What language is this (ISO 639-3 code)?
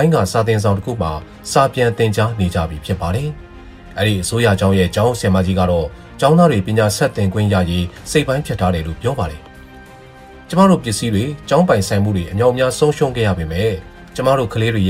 mya